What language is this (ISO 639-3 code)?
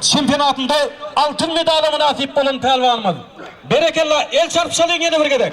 tuk